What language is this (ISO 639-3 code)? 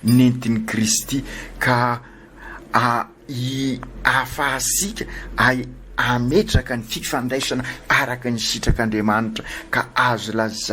mlg